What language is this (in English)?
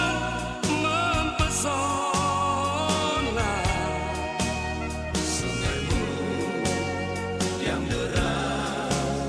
Indonesian